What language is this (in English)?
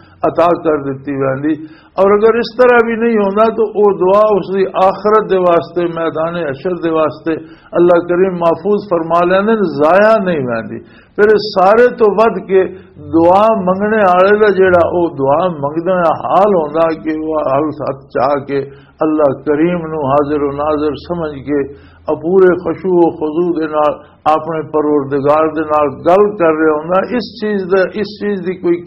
Western Panjabi